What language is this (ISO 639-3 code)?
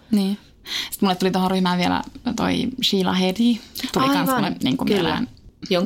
fin